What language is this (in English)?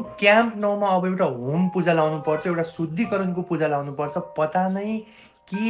Nepali